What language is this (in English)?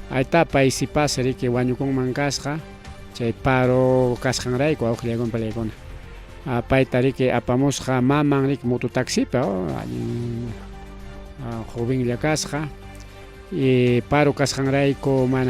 Ayacucho Quechua